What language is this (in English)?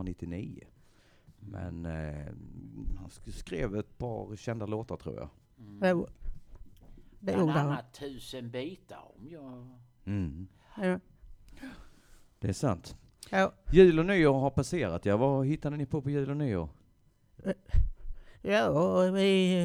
Swedish